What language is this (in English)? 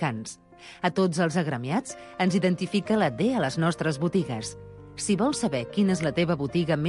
Catalan